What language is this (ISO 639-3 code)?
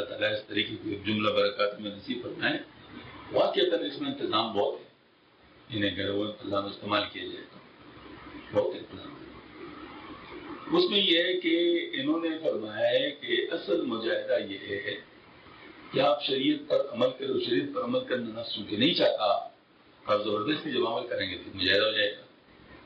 urd